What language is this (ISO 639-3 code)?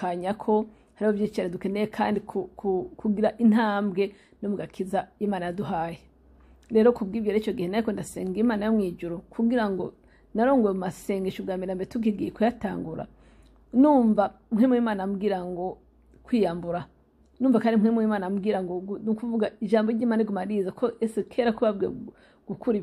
run